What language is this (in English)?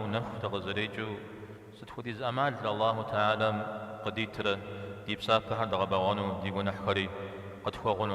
Kabardian